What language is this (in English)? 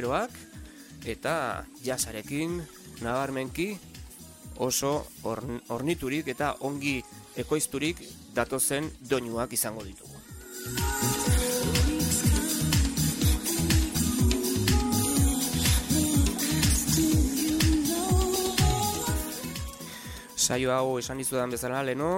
Basque